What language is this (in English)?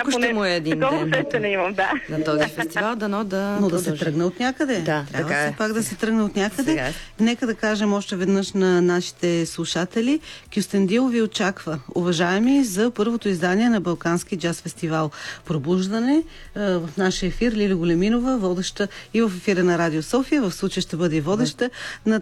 Bulgarian